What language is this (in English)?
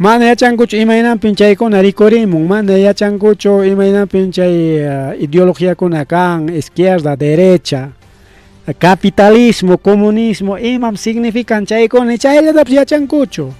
Ayacucho Quechua